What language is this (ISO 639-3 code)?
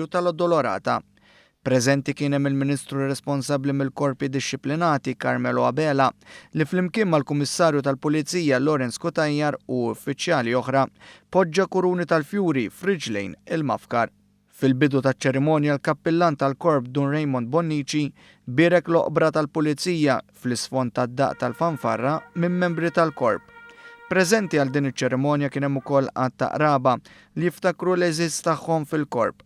mlt